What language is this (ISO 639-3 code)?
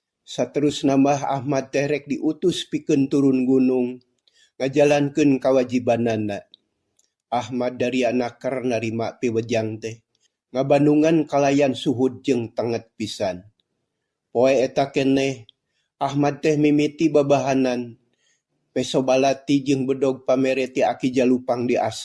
sun